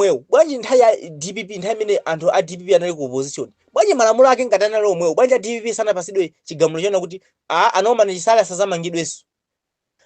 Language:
Nyanja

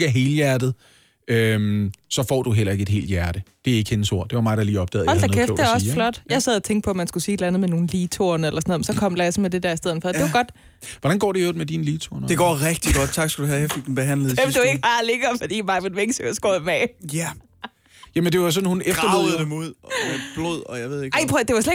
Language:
Danish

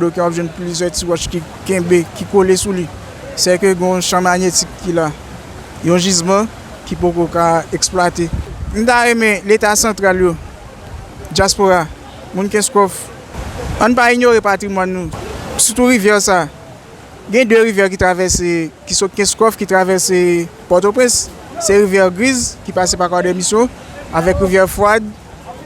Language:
Haitian Creole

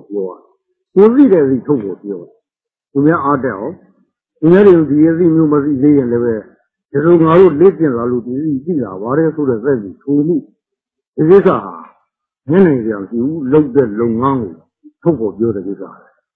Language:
Burmese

